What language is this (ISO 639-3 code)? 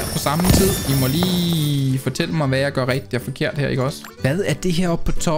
dan